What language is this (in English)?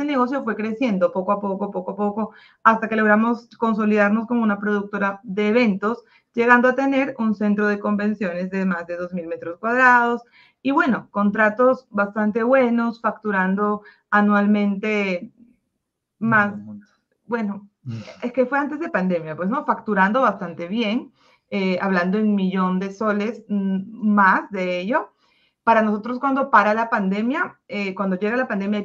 Spanish